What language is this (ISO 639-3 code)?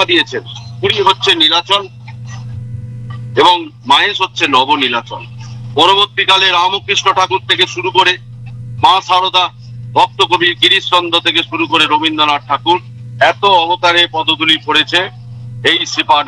ben